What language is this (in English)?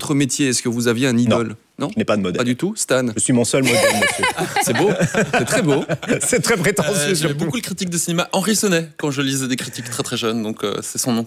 French